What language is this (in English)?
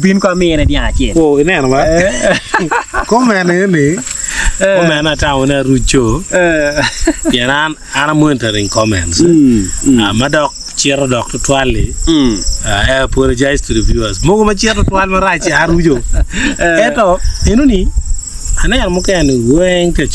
Acoli